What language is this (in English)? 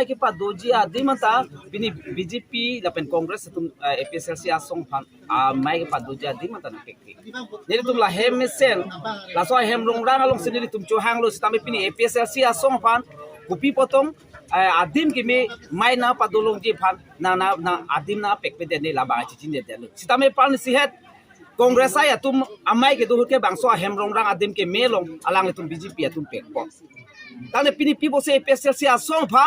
Karbi